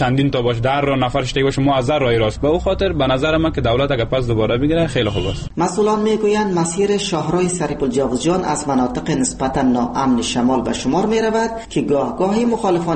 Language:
Persian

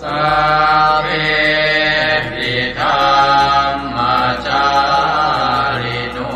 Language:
Pali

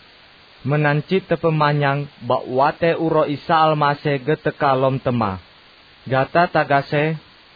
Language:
Achinese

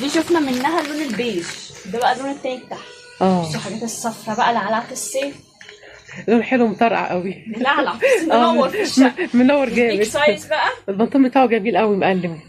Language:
Egyptian Arabic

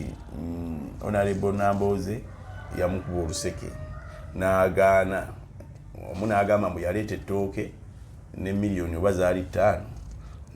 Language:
Ganda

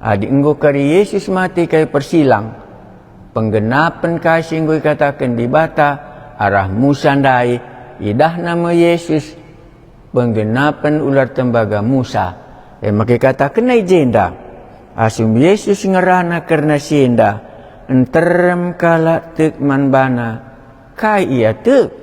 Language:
Batak Karo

